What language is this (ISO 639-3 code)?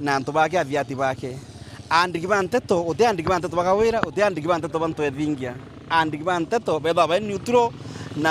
mer